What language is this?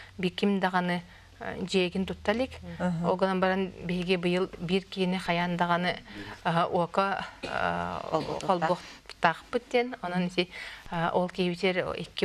Yakut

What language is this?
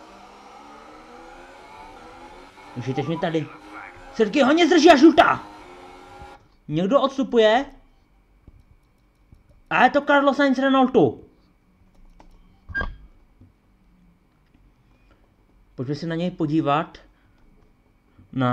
Czech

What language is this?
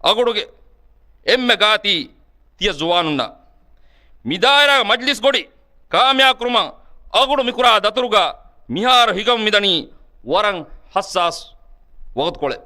Divehi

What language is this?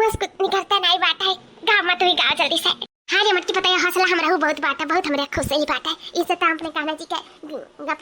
Awadhi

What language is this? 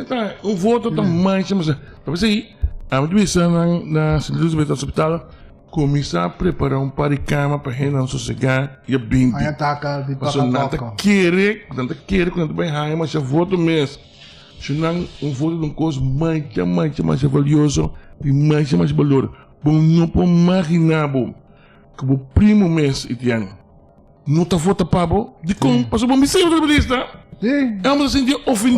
Papiamento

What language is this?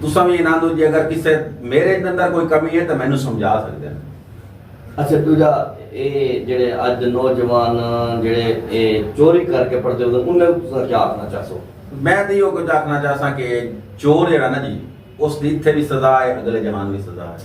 Saraiki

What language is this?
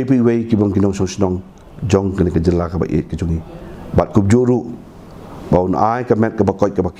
Khasi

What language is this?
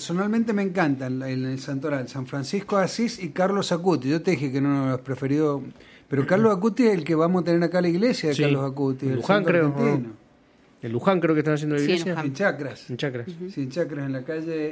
Spanish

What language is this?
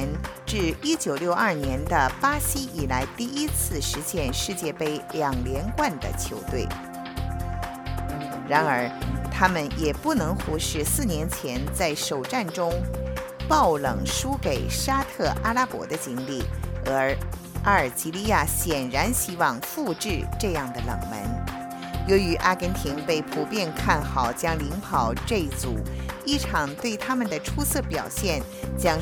Chinese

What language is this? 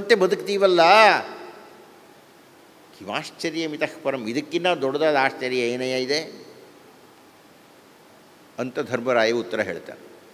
Kannada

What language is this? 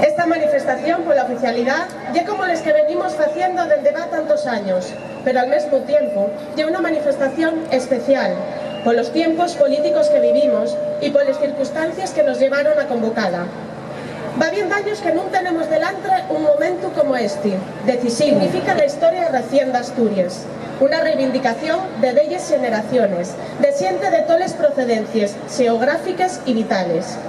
Asturian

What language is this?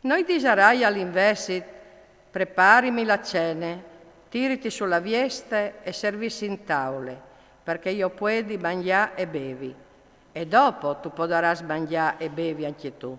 Friulian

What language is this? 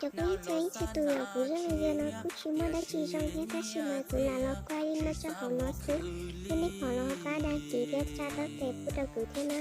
Hmong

